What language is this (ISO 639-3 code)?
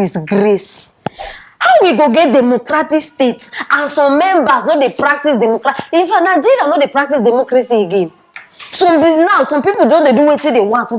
pcm